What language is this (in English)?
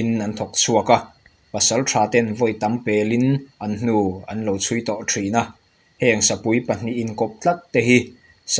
Mizo